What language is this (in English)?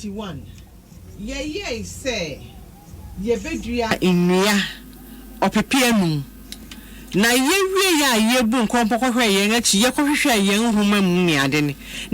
Akan